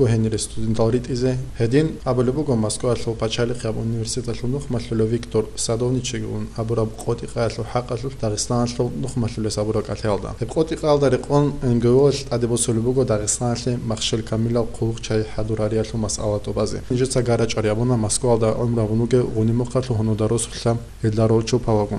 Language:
Avaric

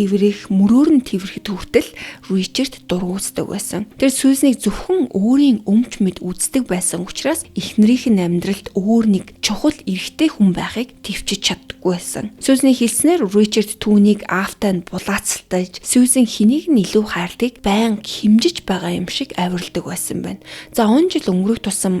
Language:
Mongolian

